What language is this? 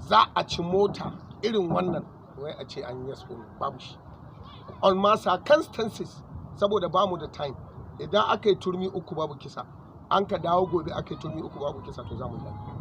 Hausa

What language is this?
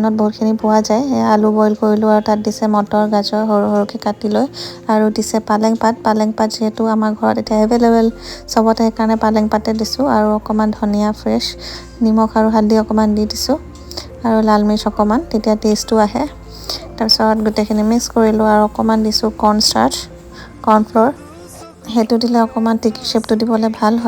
Assamese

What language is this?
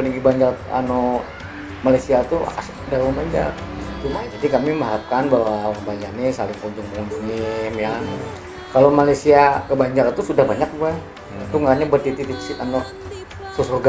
Banjar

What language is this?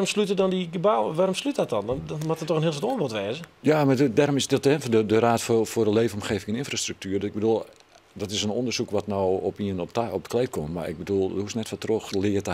Western Frisian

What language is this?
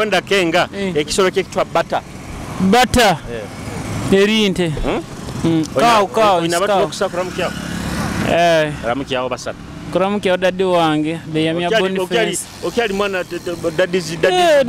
Nyoro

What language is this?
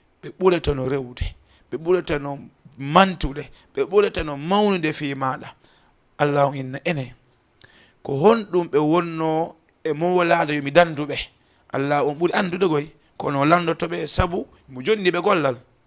Fula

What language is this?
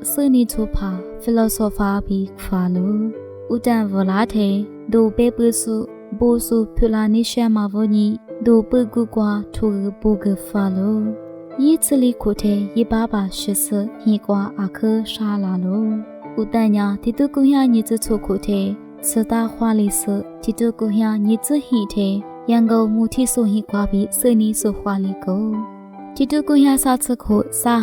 Lisu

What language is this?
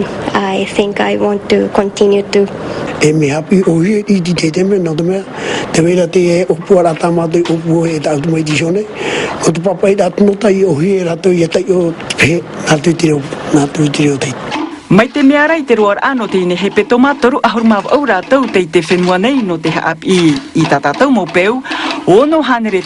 Tahitian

